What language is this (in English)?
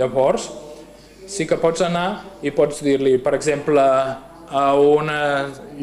Catalan